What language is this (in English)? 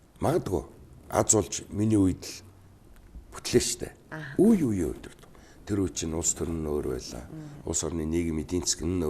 Mongolian